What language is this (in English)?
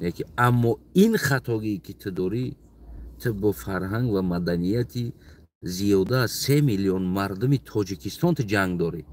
Tajik